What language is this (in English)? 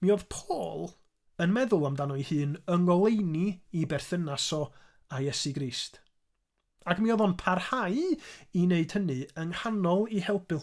Welsh